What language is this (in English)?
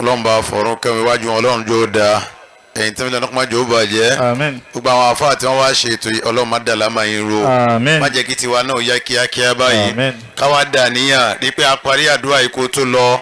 Yoruba